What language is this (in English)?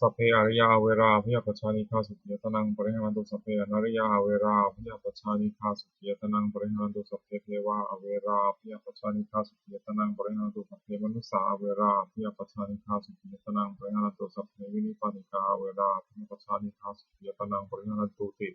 Pali